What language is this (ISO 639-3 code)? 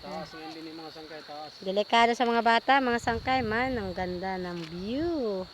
war